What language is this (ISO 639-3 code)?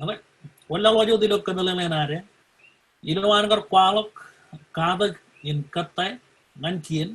mah